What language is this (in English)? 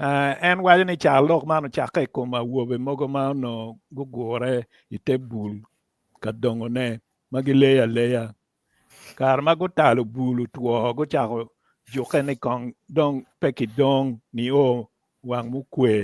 Acoli